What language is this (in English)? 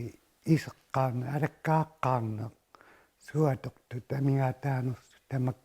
Kalaallisut